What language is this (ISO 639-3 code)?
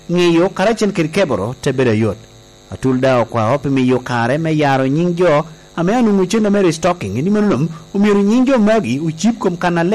laj